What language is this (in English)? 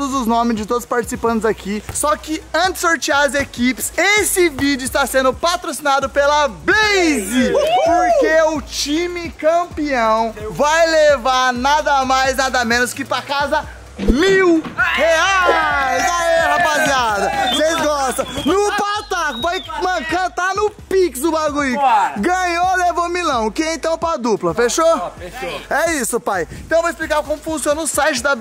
Portuguese